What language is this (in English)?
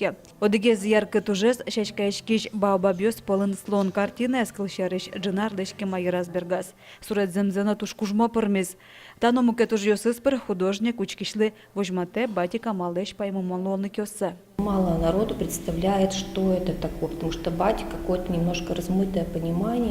Udmurt